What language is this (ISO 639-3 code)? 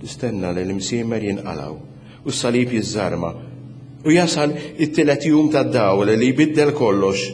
mlt